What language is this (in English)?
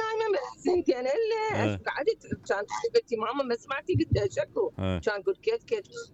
Mesopotamian Arabic